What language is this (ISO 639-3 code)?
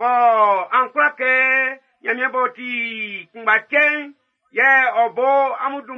bci